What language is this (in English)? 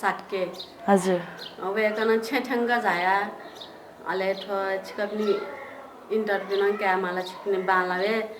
Newari